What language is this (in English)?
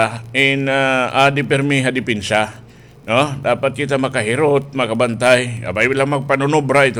Waray